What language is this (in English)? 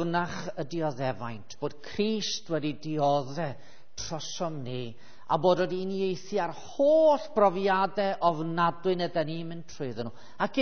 Welsh